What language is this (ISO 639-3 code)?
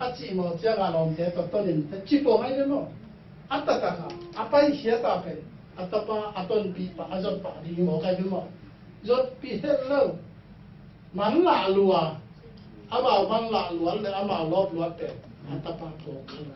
ctd